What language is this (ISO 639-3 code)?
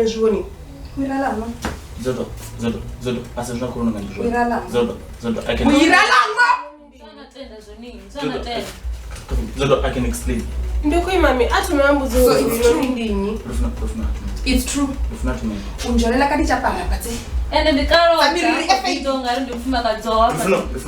ven